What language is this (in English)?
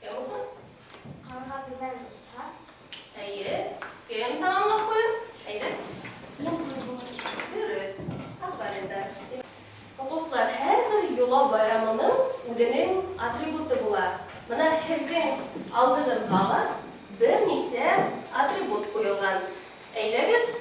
Bashkir